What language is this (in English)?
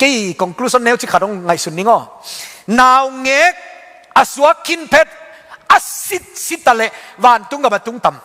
Tedim Chin